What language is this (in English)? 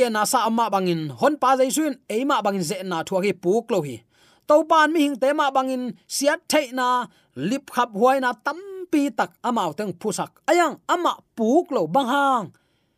Tedim Chin